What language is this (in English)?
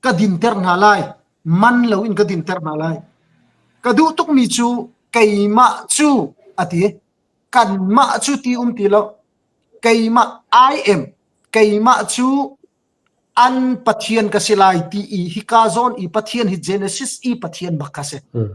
Hakha Chin